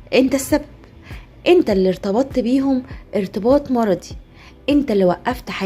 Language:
Egyptian Arabic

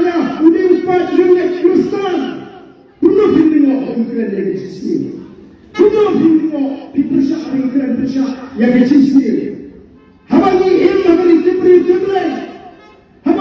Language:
Khasi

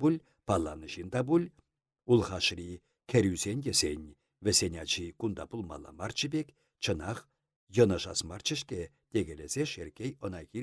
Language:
Chuvash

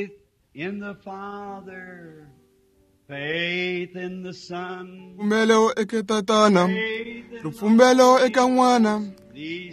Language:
Tsonga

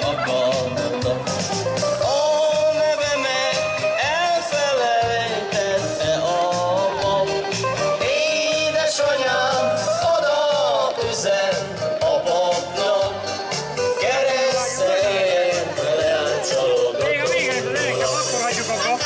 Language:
Hungarian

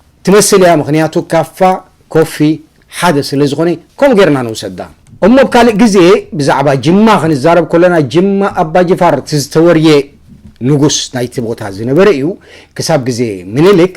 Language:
Tigrinya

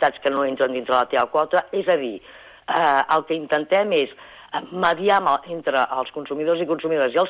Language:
Catalan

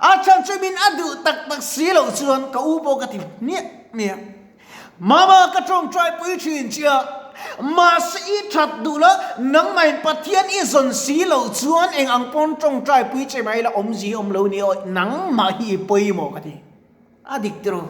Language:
Mizo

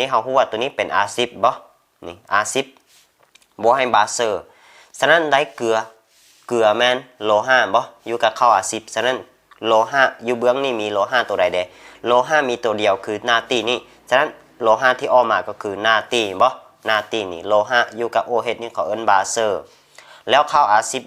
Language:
Lao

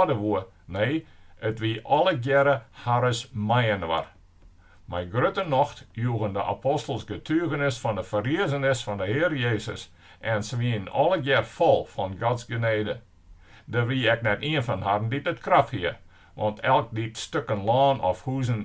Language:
Western Frisian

